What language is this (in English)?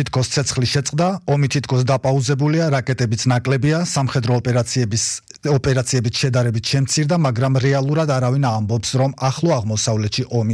Georgian